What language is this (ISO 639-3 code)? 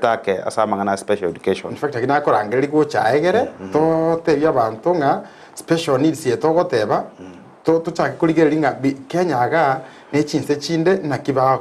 guz